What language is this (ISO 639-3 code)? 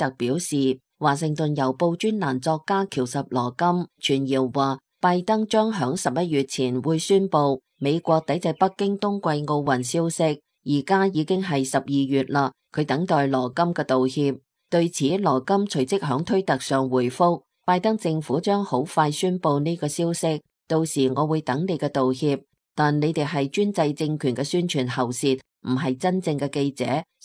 yue